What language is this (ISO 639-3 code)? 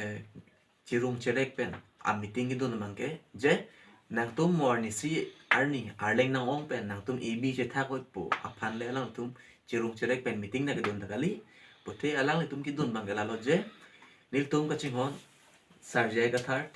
mjw